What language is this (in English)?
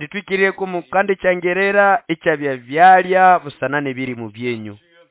Nande